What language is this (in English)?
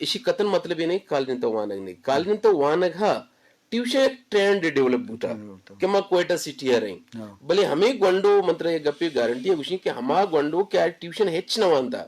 Eastern Balochi